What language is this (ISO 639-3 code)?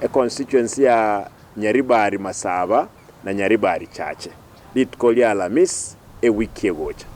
guz